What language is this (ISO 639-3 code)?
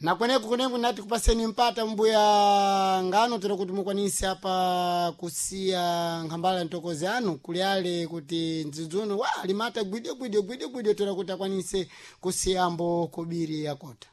seh